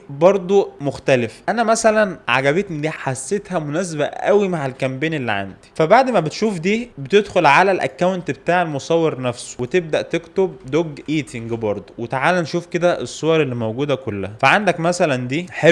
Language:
Egyptian Arabic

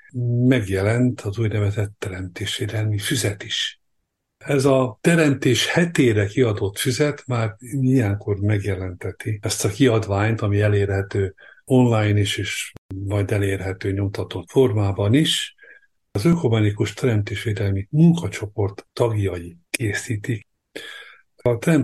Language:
Hungarian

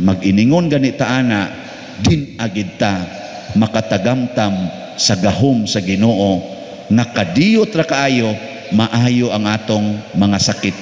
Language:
Cebuano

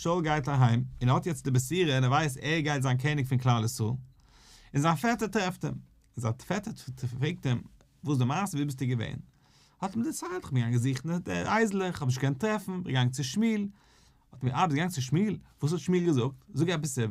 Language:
Yiddish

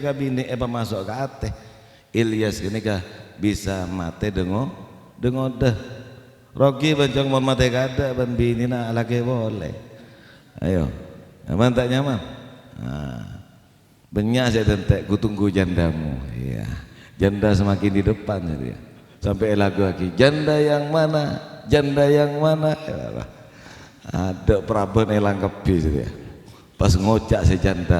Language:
Madurese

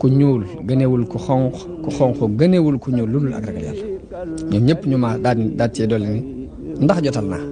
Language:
Wolof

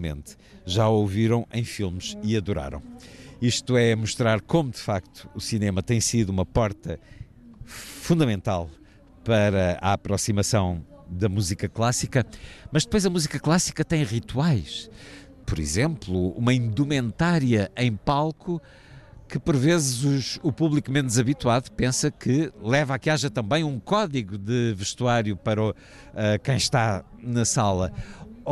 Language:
Portuguese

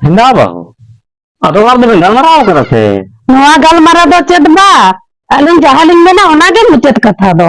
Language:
Santali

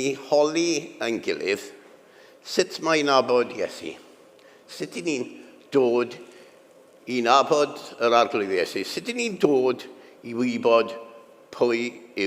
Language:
Welsh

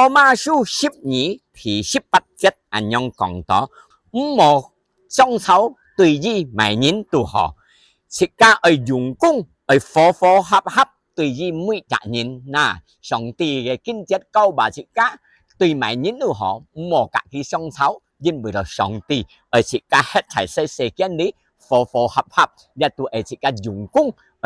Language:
Hakka Chinese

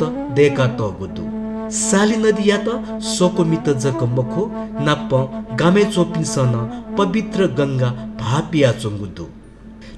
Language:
Newari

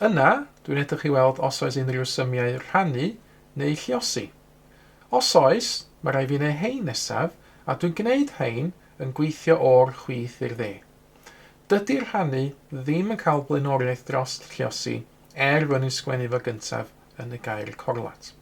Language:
Welsh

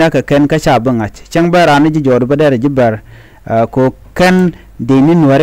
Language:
Nuer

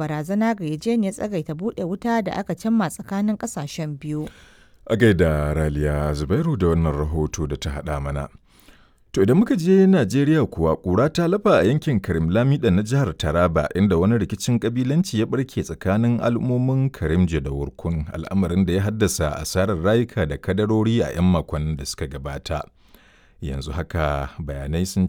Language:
Hausa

